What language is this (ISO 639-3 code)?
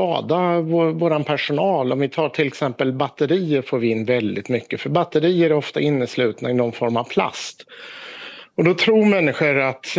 swe